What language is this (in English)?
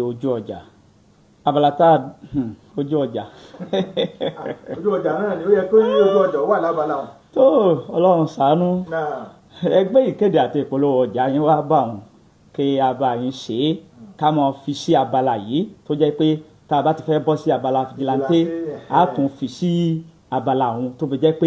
Yoruba